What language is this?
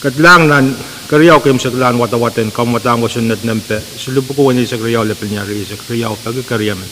Pohnpeian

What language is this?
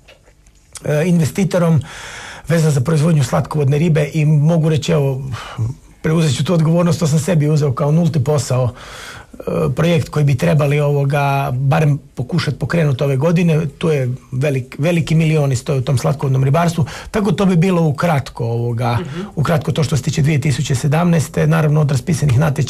Croatian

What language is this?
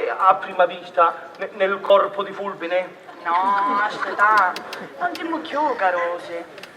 Sicilian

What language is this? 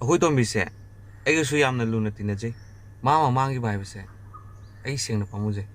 Manipuri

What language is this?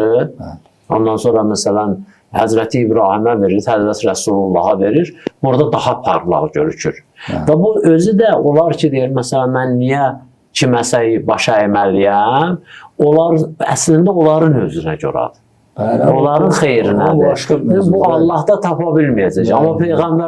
Azerbaijani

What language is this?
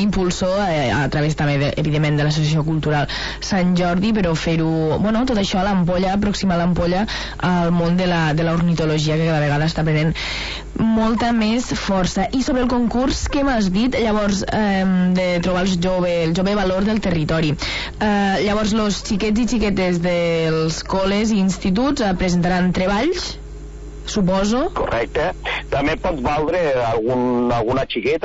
Catalan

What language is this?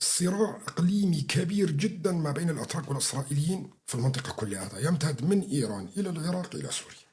North Levantine Arabic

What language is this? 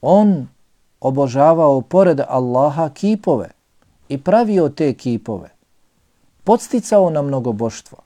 Bosnian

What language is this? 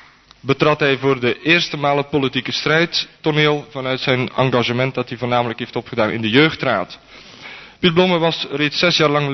Dutch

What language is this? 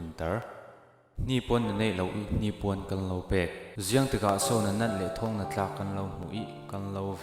Falam Chin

